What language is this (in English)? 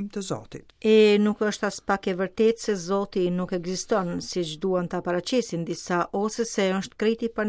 Albanian